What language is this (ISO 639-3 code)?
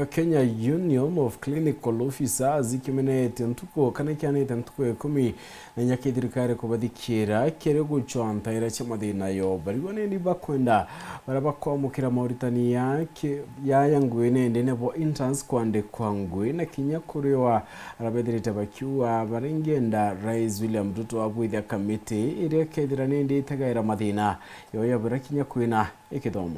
mer